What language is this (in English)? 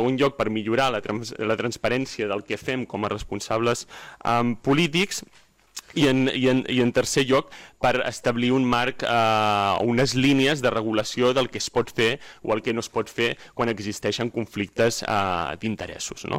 Catalan